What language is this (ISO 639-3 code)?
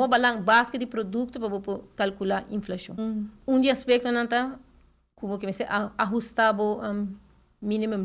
pap